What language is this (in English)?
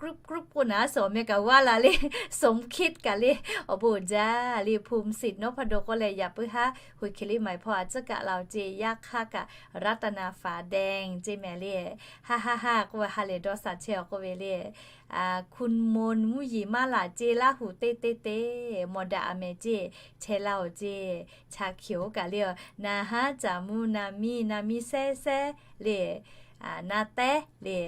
Lahu